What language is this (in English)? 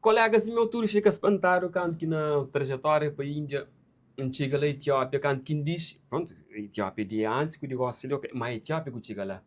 Kabuverdianu